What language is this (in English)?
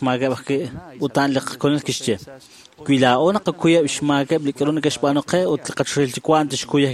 Kekchí